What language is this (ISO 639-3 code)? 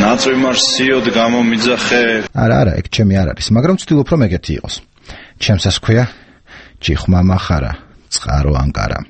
kat